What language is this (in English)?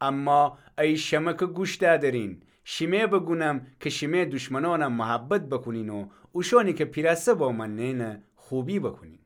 Gilaki